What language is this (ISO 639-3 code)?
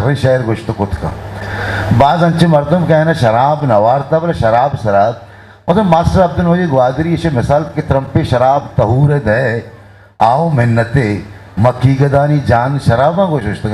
bgp